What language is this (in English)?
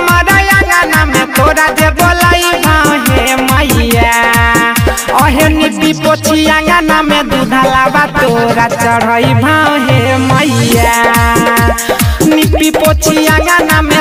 Bhojpuri